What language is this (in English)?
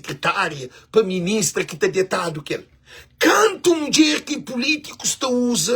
Kabuverdianu